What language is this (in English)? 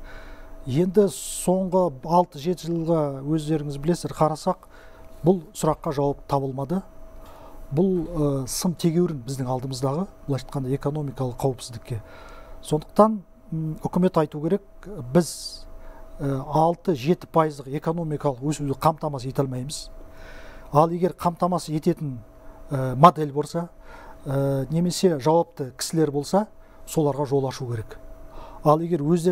Kazakh